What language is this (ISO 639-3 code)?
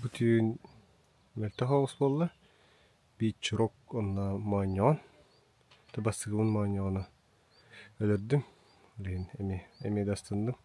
sah